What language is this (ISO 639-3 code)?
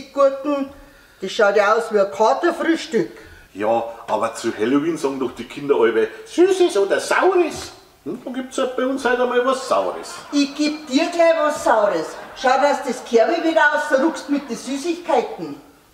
bar